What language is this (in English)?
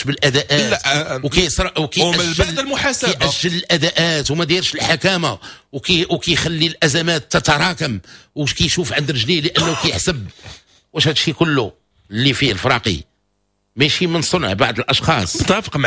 Moroccan Arabic